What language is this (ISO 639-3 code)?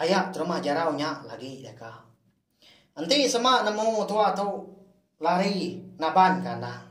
iba